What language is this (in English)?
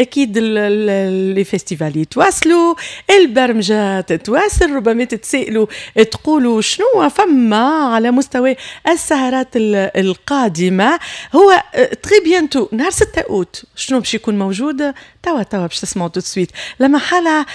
Tunisian Arabic